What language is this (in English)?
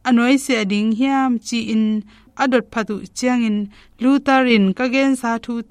Tedim Chin